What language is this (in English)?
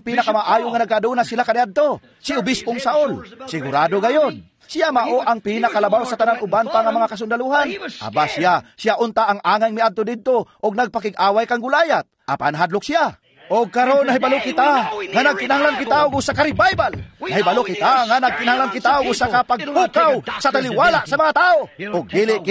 Cebuano